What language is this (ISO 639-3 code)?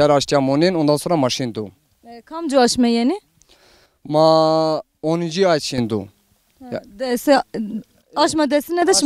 zza